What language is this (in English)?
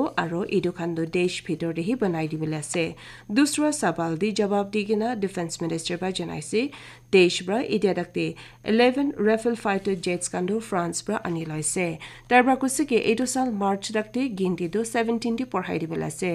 Naga Pidgin